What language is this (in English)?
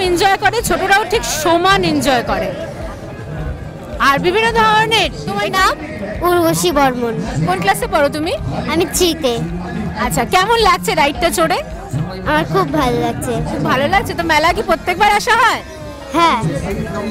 Bangla